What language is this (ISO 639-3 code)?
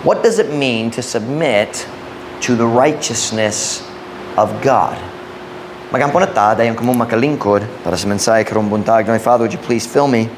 ceb